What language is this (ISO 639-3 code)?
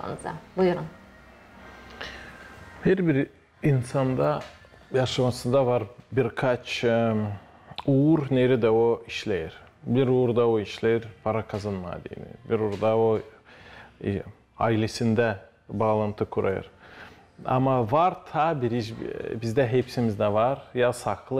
gag